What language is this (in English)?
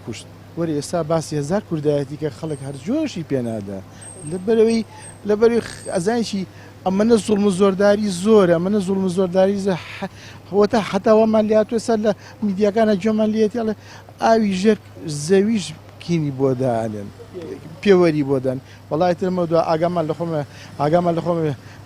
Central Kurdish